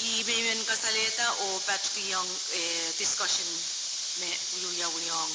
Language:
Pohnpeian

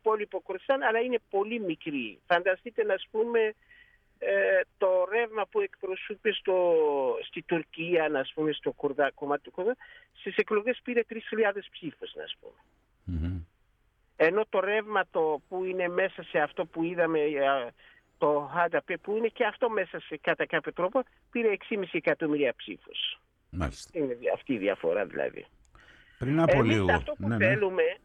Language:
Greek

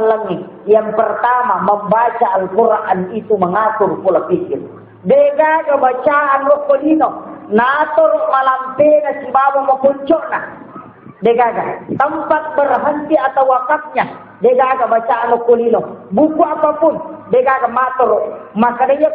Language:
Buginese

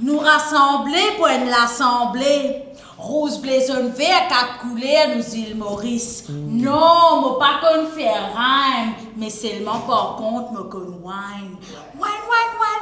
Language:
Morisyen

